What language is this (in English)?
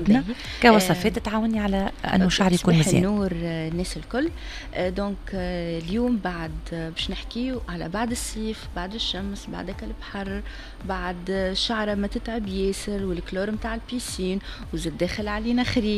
Tunisian Arabic